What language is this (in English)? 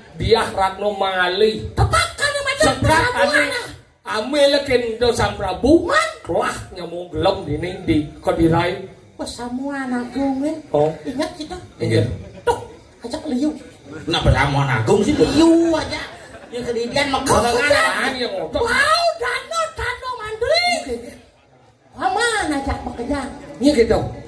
Balinese